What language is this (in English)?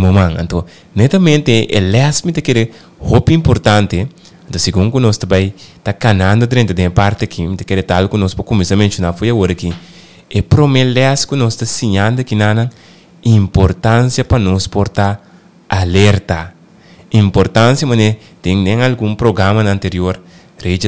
Papiamento